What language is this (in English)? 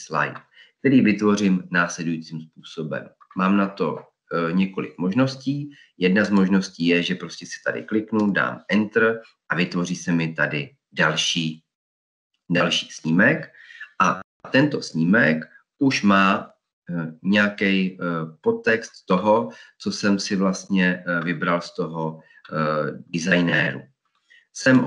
Czech